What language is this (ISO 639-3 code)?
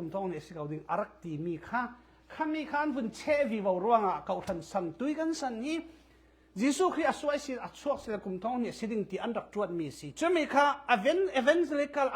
cfm